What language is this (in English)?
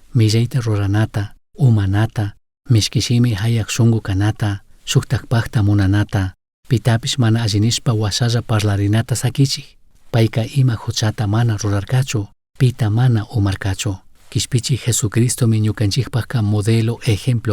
Chimborazo Highland Quichua